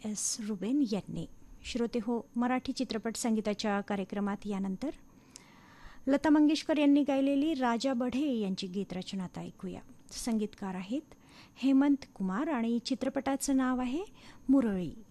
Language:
Marathi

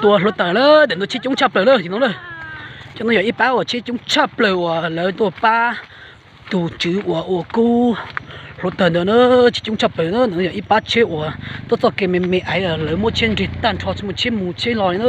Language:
Hmong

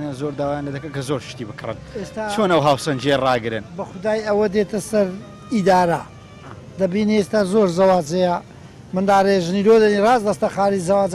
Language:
Central Kurdish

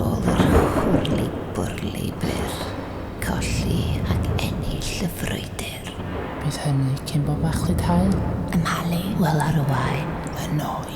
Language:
Welsh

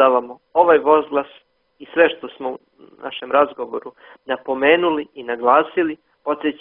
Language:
Serbian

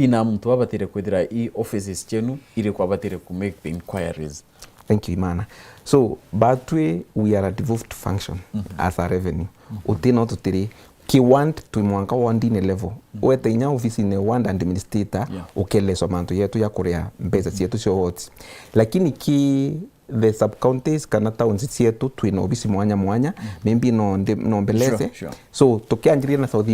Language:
Meru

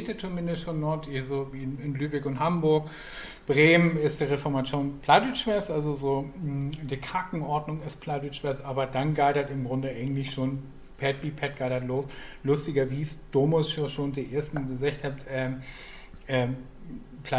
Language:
Low German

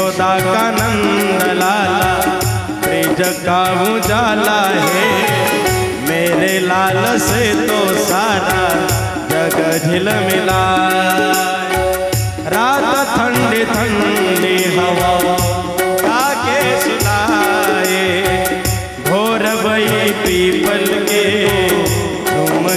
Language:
Marathi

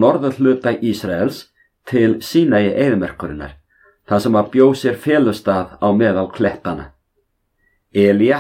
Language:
Icelandic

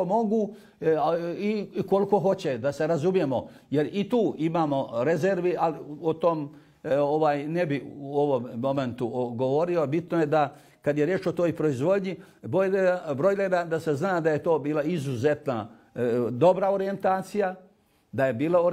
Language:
Bosnian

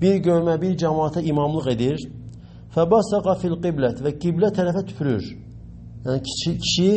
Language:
Azerbaijani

